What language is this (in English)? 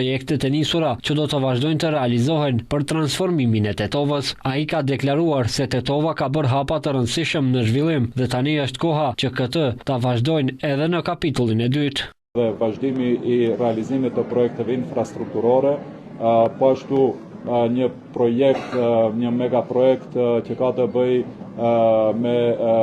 Albanian